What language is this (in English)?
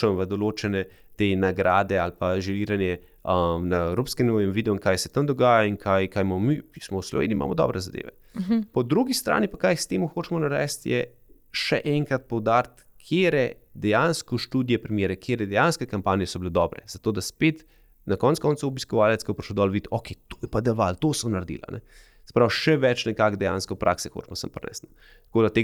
Slovenian